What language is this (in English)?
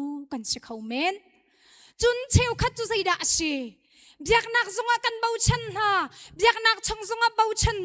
Hakha Chin